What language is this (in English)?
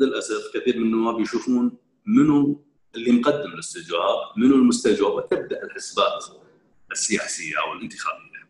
Gulf Arabic